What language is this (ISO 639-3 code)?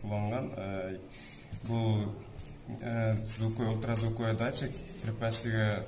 kir